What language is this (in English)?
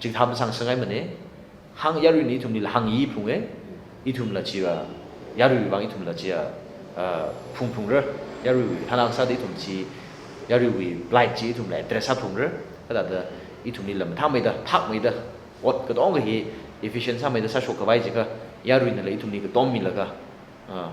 Tangkhul Naga (India)